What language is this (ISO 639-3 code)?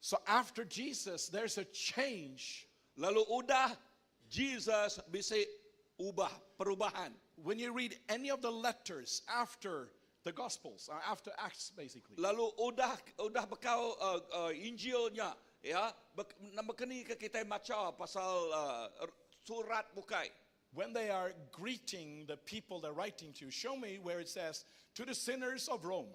iba